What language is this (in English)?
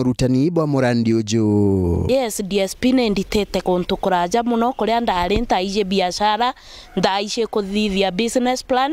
Meru